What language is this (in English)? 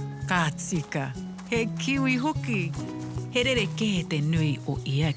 Māori